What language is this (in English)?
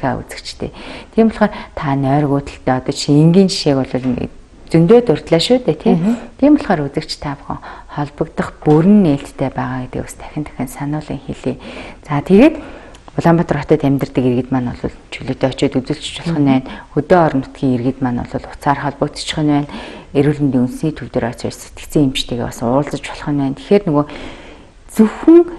Mongolian